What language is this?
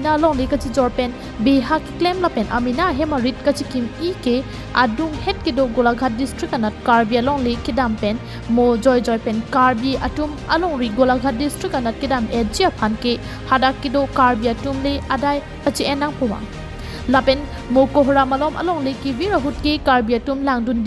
Karbi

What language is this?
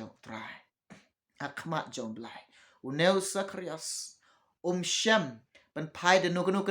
Khasi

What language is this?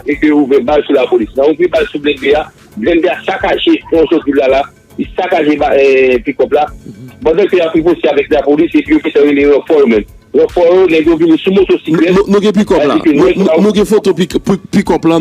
Haitian Creole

